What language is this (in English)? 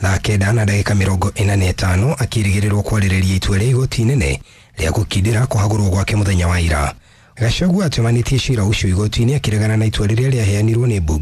Kikuyu